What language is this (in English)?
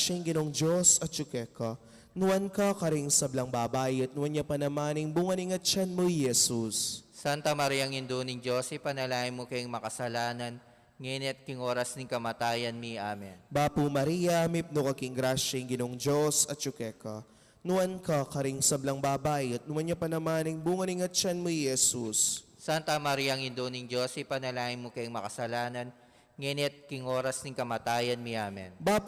Pampanga